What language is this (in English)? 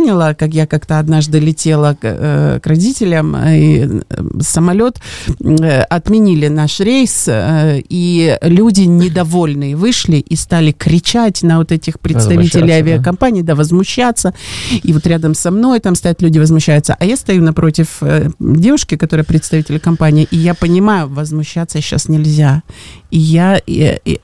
Russian